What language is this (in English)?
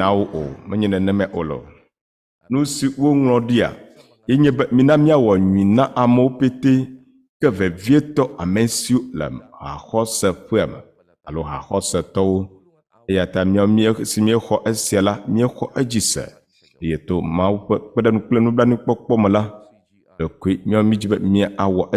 Ewe